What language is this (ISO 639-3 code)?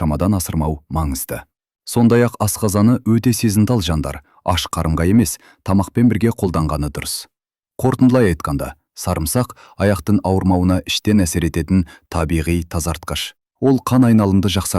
kaz